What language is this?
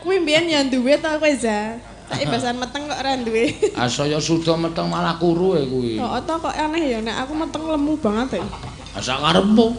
Javanese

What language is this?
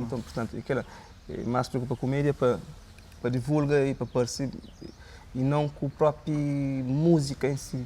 Kabuverdianu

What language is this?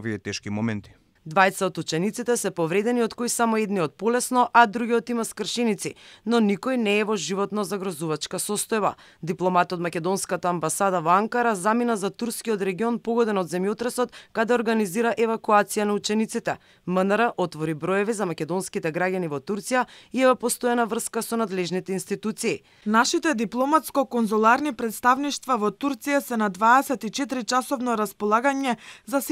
Macedonian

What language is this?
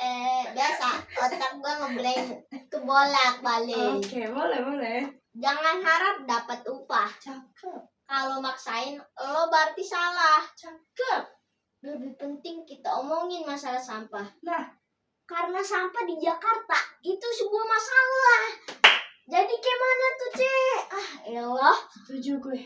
Betawi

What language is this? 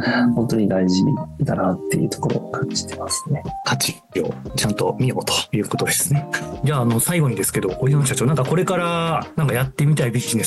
Japanese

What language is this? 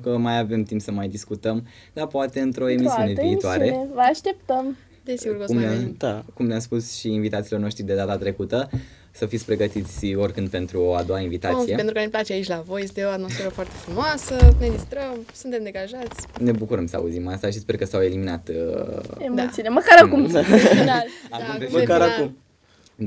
Romanian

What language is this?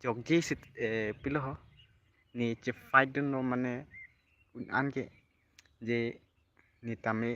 Karbi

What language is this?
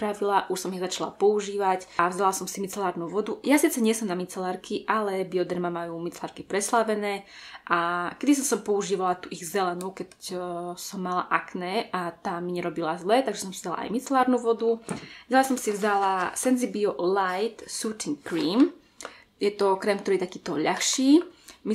Slovak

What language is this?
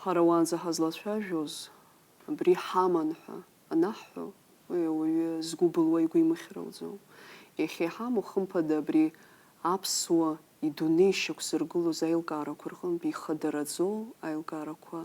Abkhazian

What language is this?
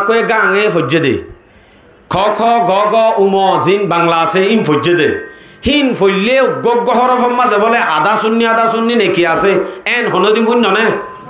Rohingya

